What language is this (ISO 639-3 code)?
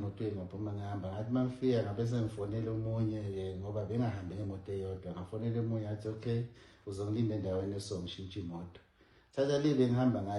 zul